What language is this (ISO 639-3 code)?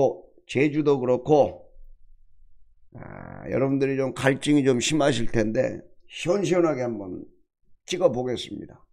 kor